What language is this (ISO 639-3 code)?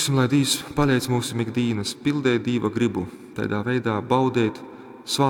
ltg